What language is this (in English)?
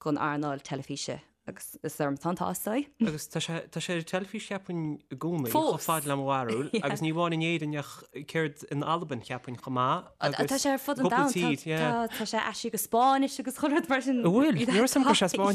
Irish